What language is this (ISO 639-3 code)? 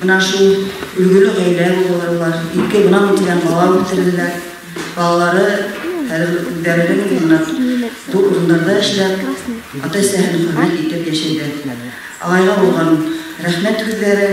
bak